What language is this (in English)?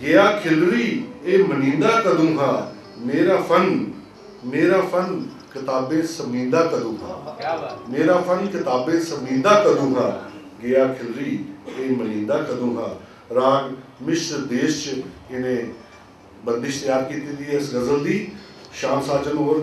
Dogri